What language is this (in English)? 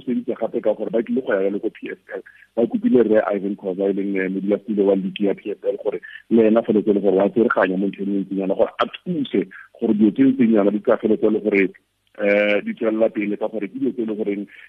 Tswana